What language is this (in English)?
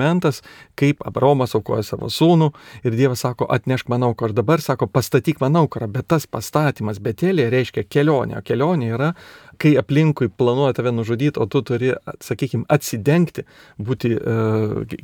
Lithuanian